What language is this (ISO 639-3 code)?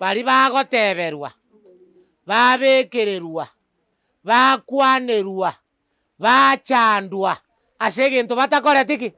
guz